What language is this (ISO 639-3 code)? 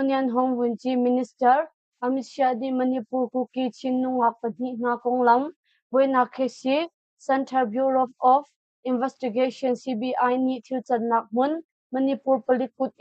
cnh